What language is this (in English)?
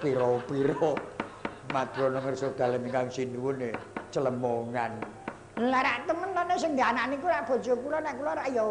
Javanese